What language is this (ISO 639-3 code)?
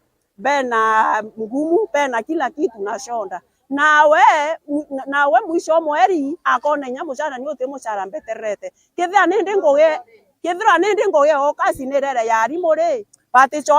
mer